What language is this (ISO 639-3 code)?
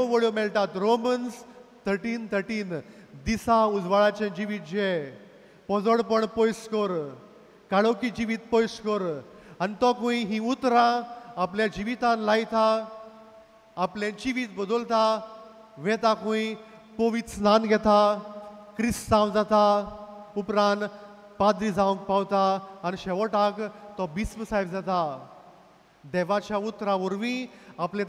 kok